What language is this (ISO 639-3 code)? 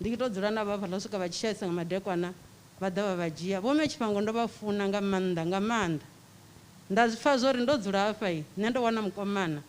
ven